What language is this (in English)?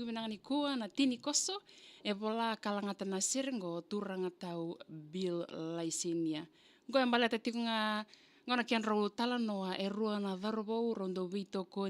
Fijian